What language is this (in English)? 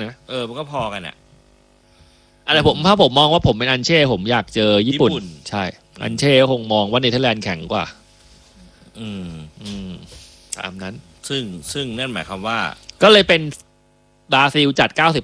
Thai